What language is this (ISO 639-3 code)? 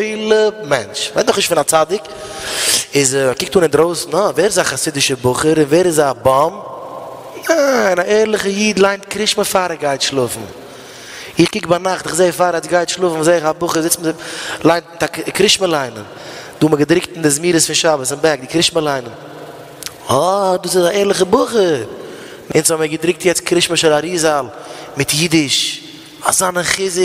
yid